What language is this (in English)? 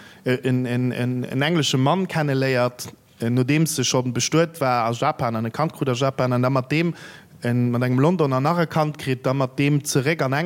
Luxembourgish